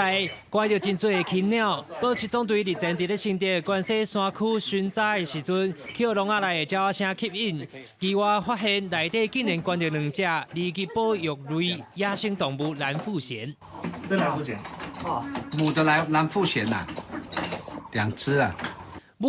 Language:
Min Nan Chinese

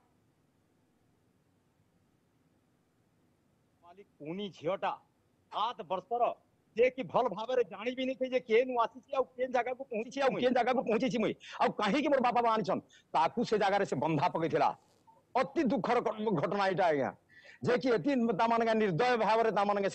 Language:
Odia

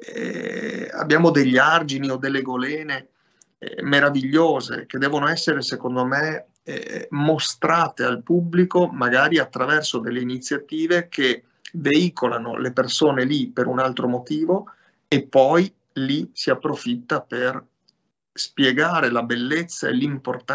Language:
Italian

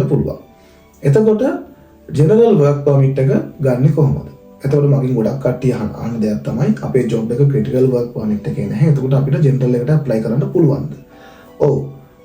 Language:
Sinhala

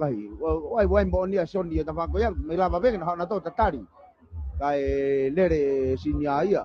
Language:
Tongan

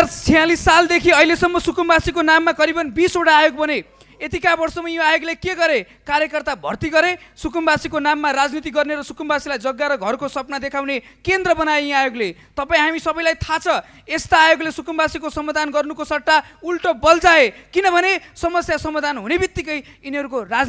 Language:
Nepali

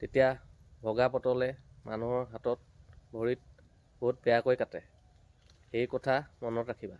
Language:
Assamese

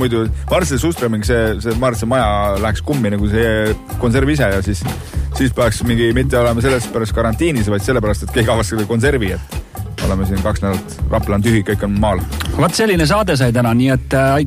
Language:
Estonian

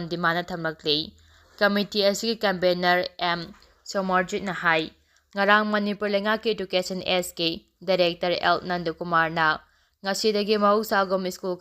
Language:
Manipuri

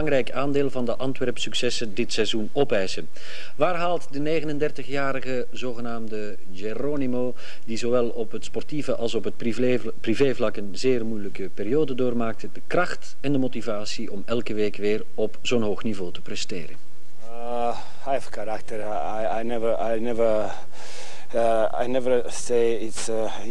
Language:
Dutch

